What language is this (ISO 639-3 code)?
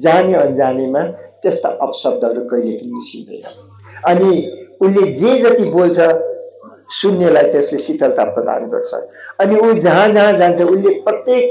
nep